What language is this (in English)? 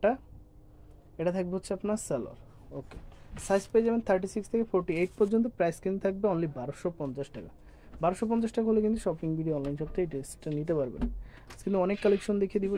Bangla